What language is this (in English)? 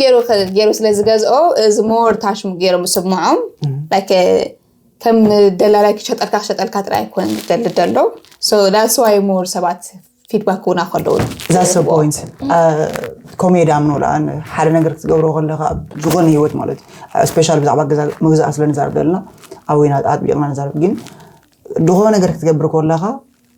Tigrinya